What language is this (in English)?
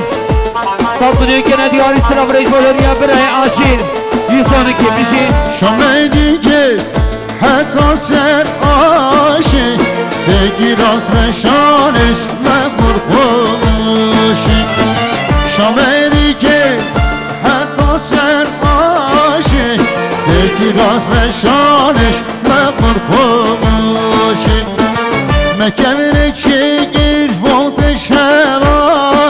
Persian